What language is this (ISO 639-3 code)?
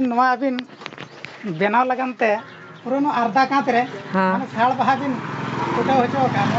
sat